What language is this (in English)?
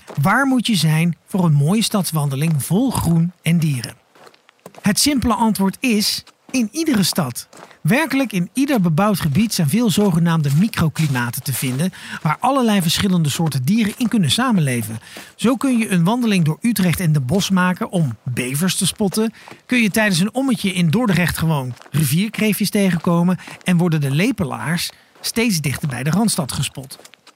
Dutch